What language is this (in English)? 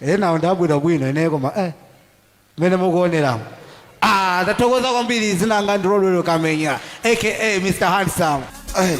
Nyanja